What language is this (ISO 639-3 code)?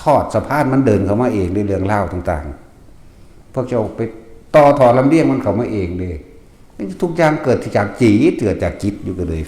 tts